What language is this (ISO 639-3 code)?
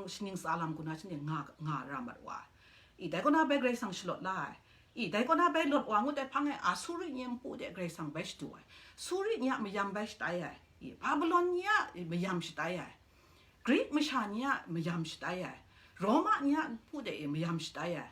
kac